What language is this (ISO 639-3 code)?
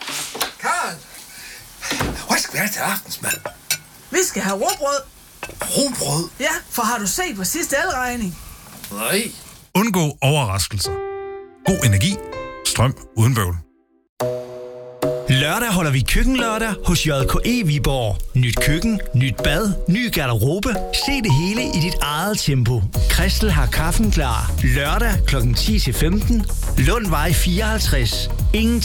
dan